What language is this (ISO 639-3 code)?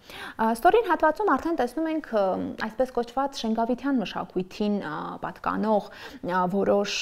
hye